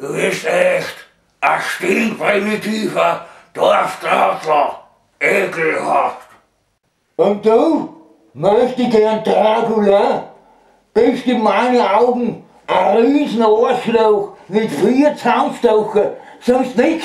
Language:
Bavarian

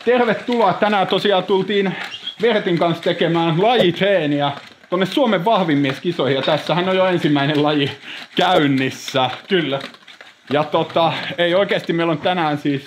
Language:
Finnish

